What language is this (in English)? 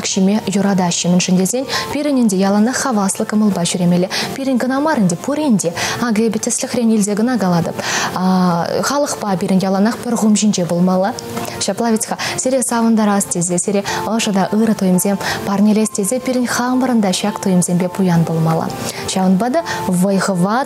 Chuvash